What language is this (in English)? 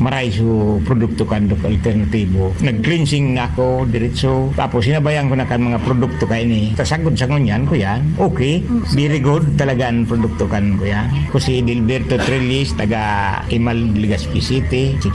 Bikol